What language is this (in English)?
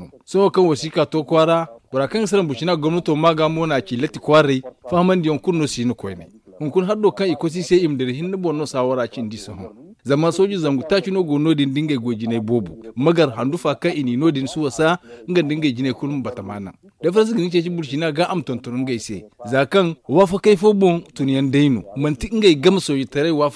Zarma